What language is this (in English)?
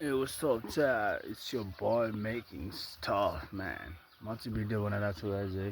Nepali